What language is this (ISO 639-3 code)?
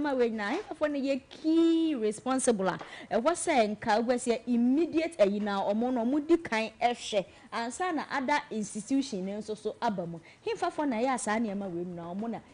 aka